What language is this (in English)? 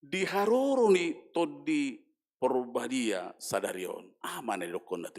Batak Toba